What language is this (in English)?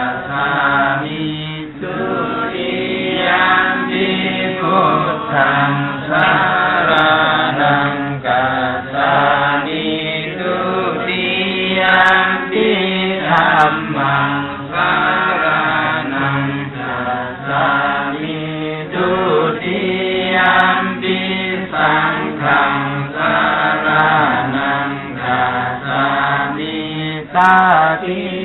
Pali